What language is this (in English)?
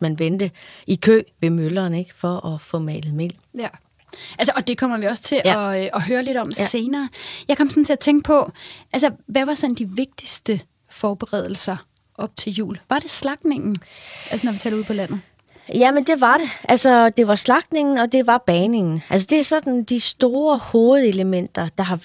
Danish